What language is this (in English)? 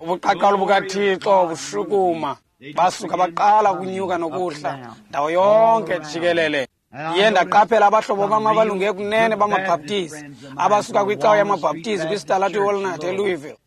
Xhosa